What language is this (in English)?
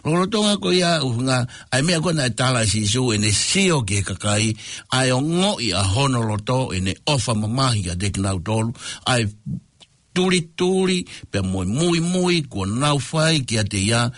Tongan